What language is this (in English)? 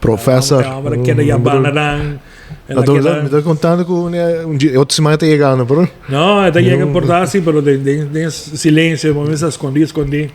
Papiamento